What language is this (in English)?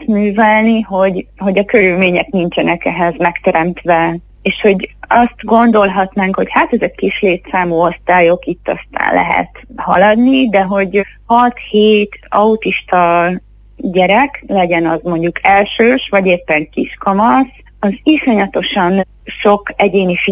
Hungarian